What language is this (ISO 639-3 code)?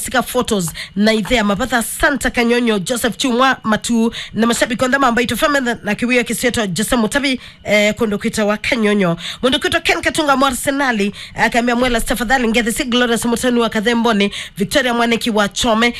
kam